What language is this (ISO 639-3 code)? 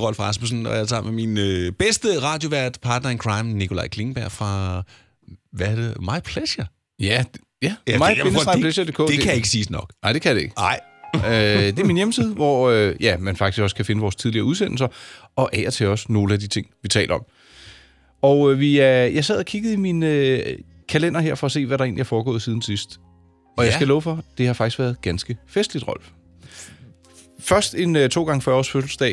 dan